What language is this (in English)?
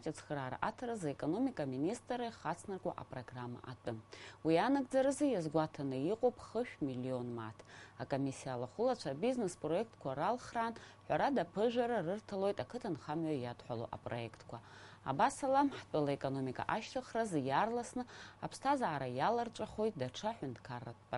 Abkhazian